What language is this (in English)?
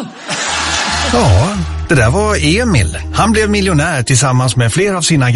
Swedish